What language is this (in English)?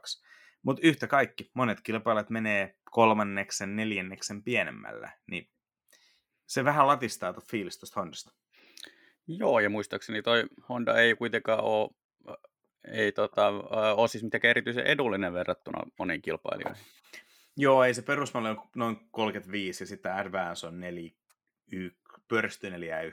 Finnish